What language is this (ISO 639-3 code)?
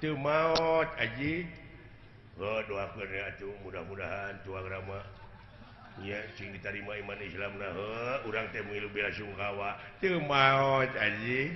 sun